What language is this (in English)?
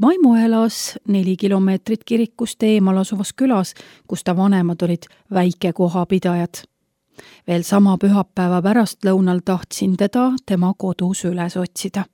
Estonian